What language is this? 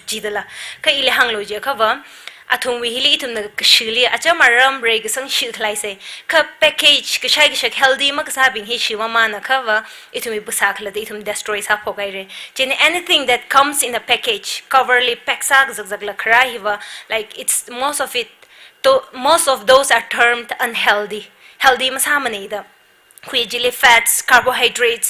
Tangkhul Naga (India)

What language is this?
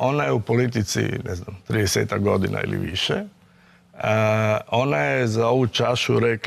Croatian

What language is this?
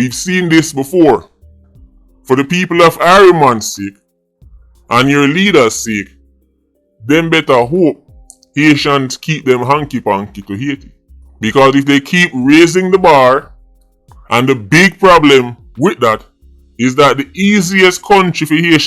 Jamaican Creole English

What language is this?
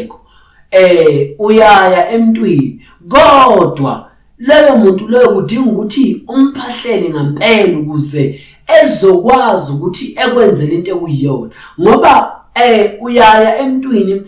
Zulu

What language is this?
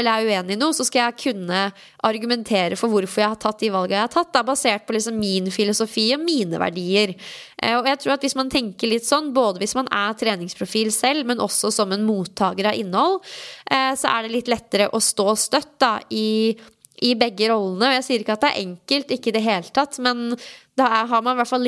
Norwegian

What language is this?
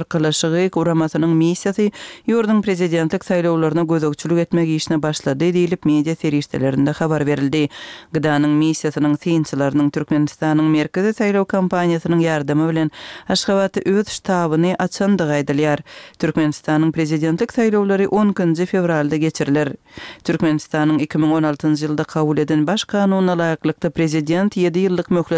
Turkmen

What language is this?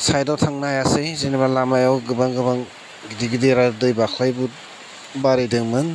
Bodo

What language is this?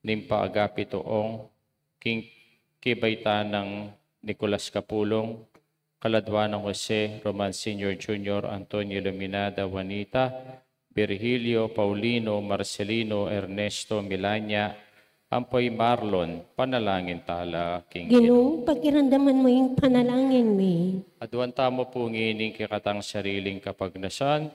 Pampanga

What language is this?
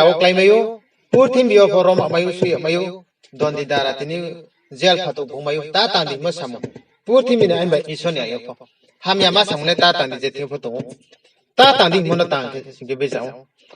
Riang (India)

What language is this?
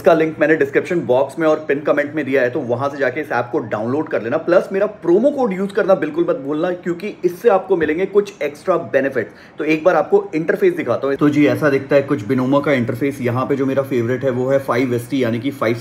Hindi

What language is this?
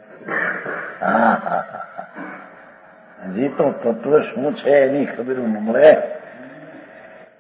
Gujarati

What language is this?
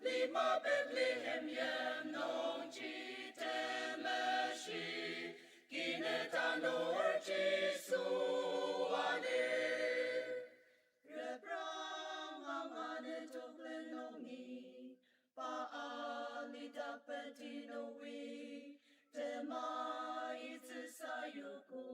Ao Naga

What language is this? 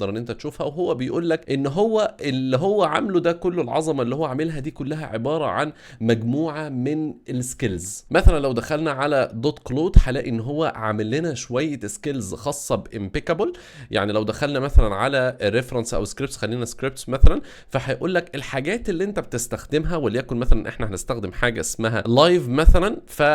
Egyptian Arabic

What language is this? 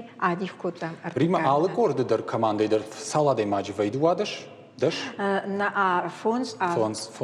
Ossetic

